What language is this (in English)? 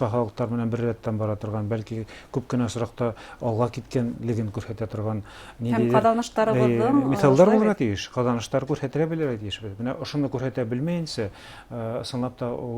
Bashkir